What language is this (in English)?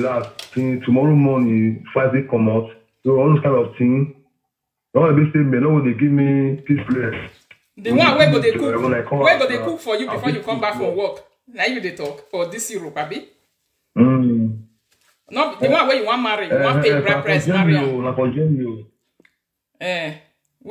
Nigerian Pidgin